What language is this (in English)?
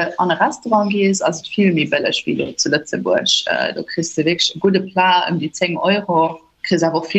Luxembourgish